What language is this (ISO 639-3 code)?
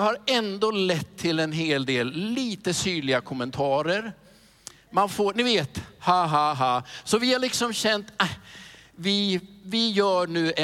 swe